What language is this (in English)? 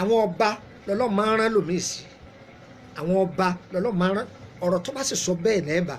Yoruba